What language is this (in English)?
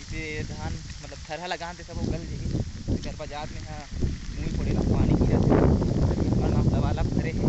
Chhattisgarhi